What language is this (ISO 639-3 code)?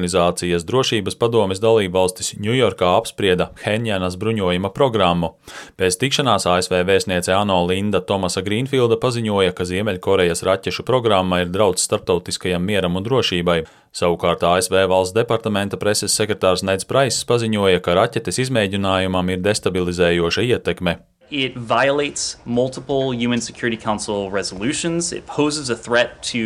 lav